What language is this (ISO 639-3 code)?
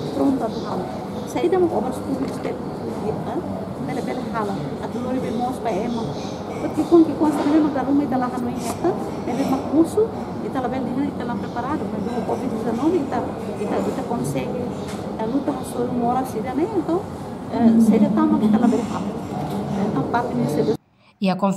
tet